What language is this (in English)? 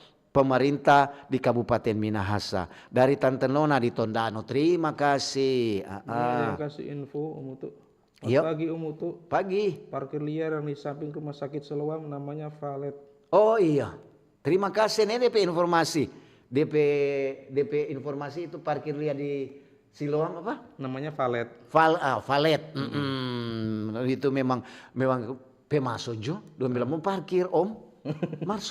Manado Malay